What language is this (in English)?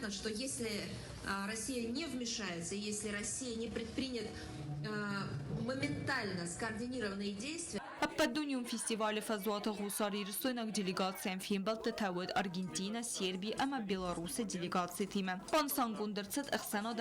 Ossetic